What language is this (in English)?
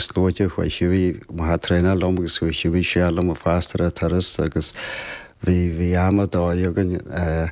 Irish